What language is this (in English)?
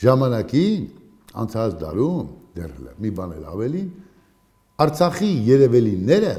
Armenian